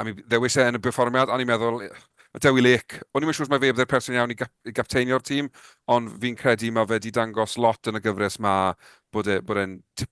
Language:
Welsh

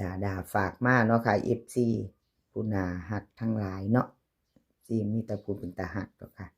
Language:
Northeastern Thai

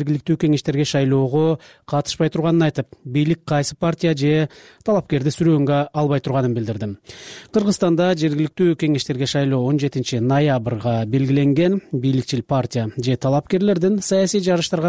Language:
Kyrgyz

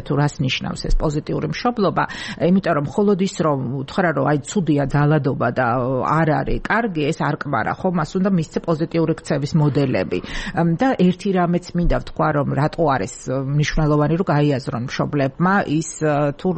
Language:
Georgian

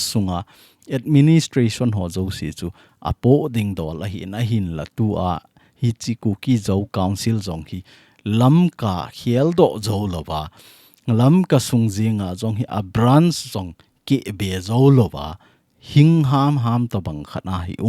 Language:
Thado Chin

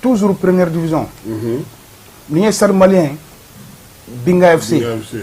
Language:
Bambara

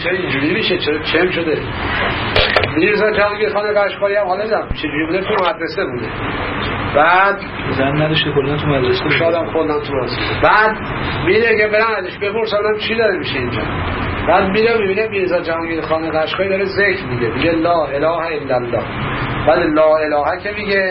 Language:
Persian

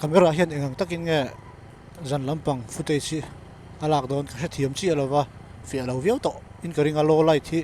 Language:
Mizo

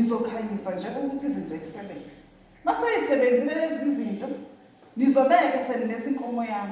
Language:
Zulu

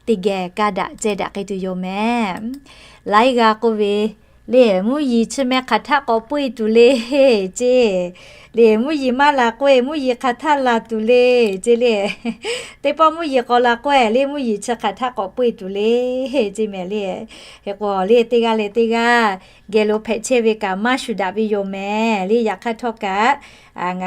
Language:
Lahu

